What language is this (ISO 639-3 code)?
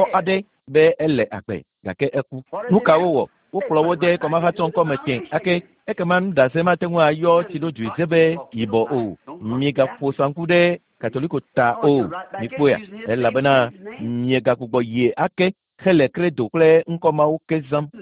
ewe